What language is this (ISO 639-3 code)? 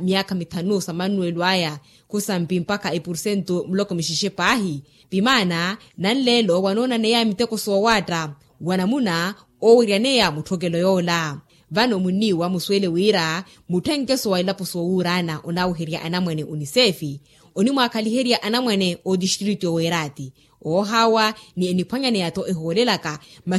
vmw